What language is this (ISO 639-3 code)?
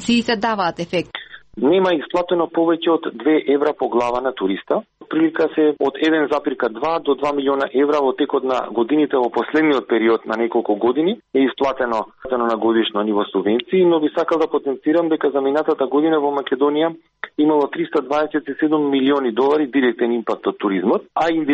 mkd